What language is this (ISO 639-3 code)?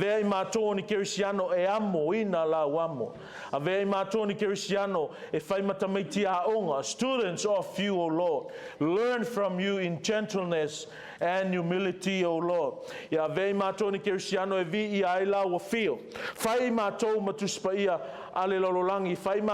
smo